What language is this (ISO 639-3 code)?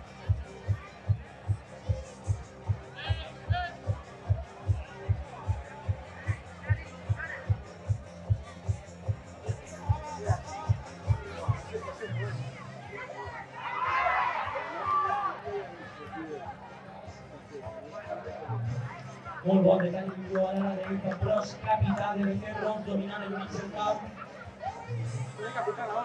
cat